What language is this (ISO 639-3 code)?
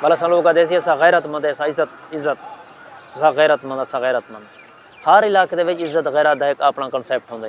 skr